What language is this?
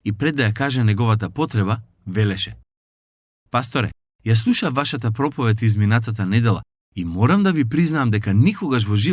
Macedonian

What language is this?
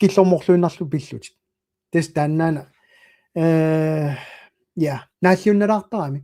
Kalaallisut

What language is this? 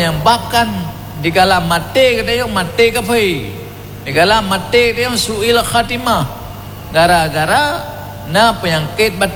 Achinese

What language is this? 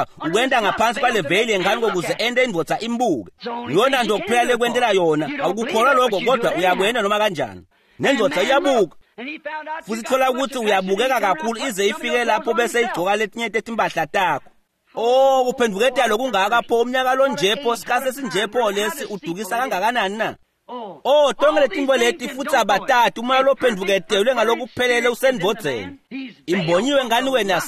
Swati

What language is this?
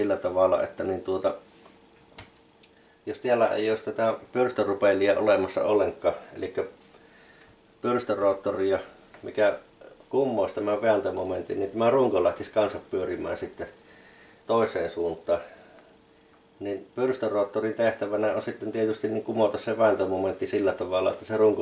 Finnish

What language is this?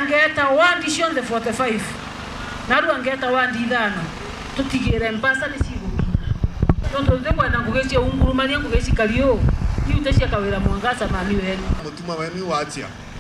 Meru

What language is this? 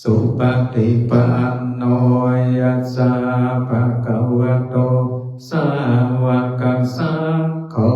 Pali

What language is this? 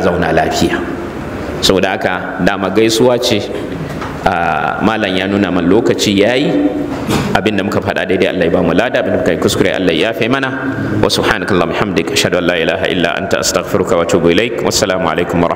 Hausa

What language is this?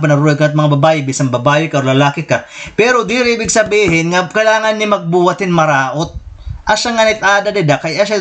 Waray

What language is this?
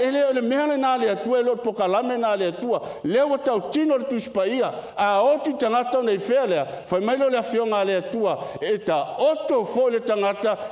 Samoan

